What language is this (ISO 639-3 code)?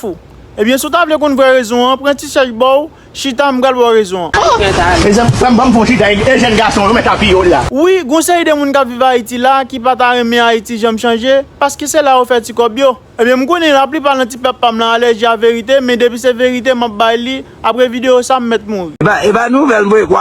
hat